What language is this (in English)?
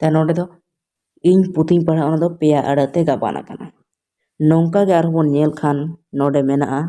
Santali